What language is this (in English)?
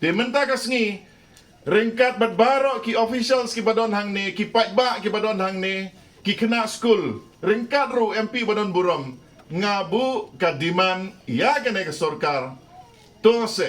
Khasi